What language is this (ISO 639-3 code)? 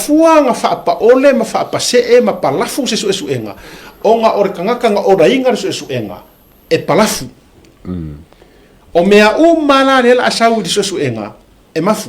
smo